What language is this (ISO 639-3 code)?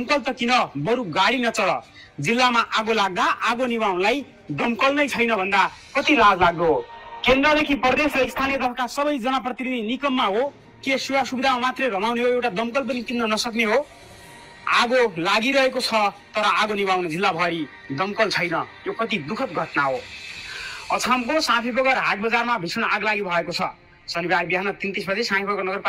nep